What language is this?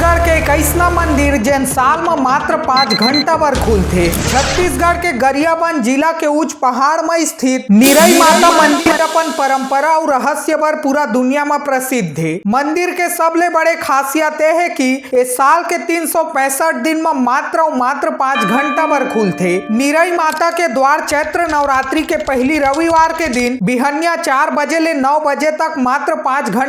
Chhattisgarhi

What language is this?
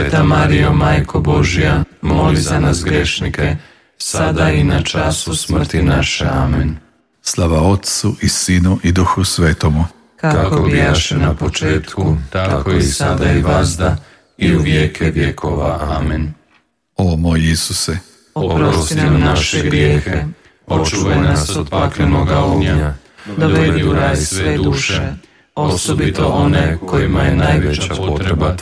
Croatian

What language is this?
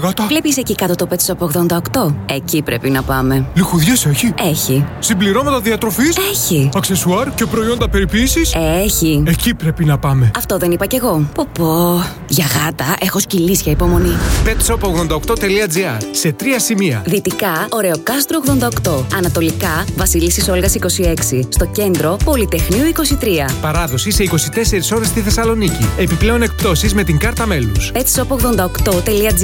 Greek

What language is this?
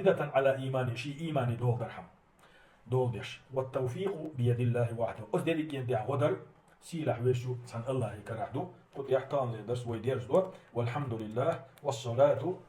Chechen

